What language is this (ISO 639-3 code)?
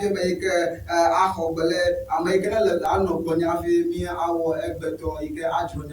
ewe